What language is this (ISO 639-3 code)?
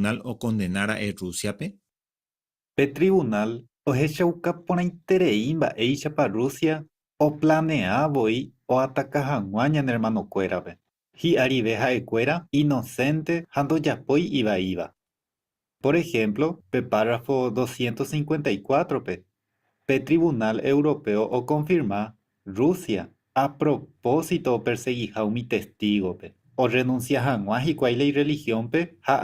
grn